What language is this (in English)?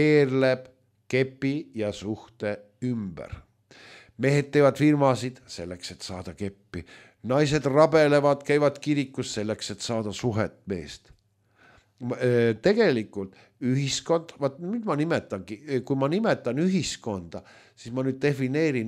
Estonian